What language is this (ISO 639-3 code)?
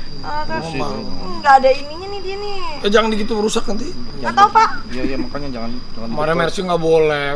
ind